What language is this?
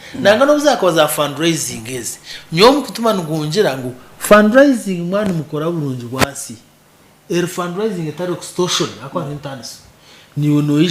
Nyankole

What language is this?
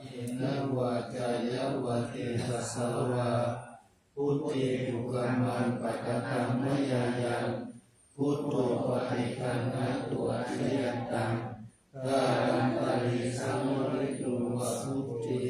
Pali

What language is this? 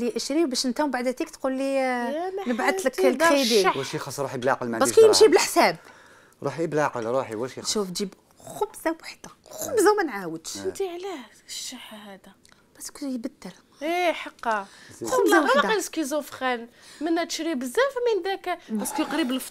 Algerian Arabic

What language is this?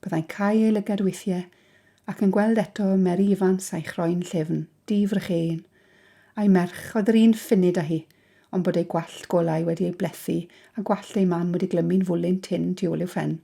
Welsh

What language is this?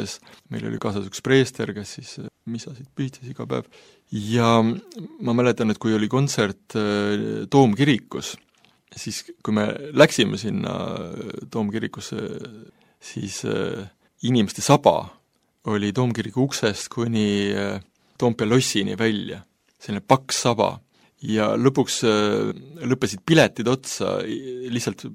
Estonian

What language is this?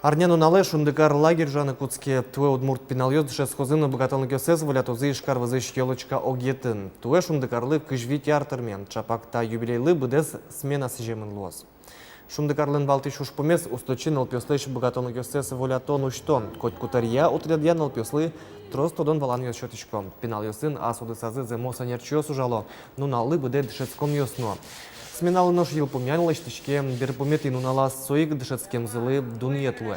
Udmurt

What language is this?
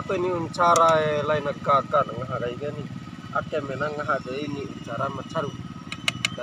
Bima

